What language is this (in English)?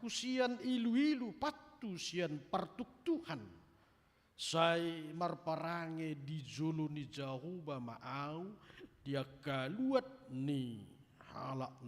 Batak Toba